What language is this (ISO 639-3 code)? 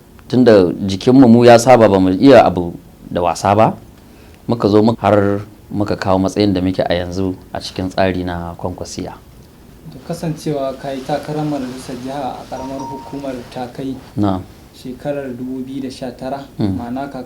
hau